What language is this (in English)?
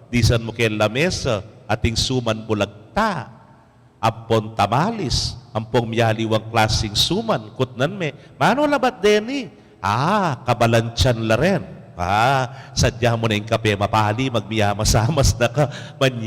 Pampanga